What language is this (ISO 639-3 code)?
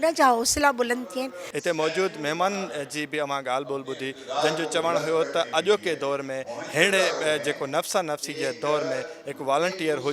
snd